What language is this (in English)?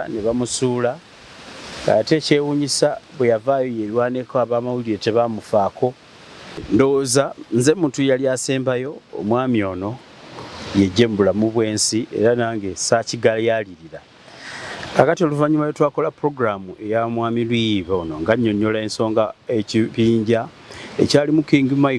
Ganda